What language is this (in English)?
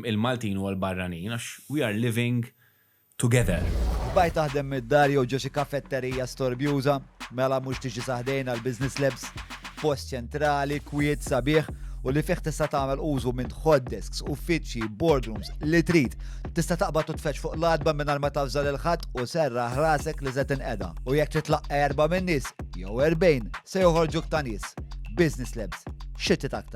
Maltese